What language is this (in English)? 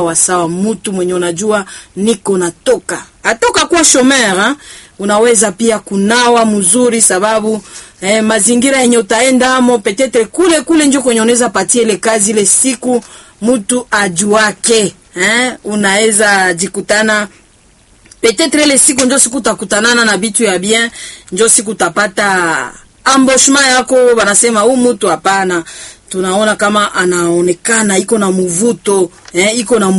Swahili